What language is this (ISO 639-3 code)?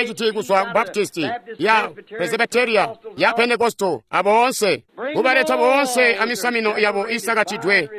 toi